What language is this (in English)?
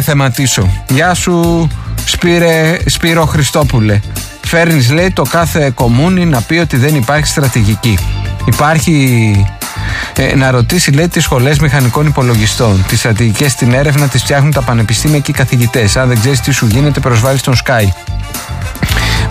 Greek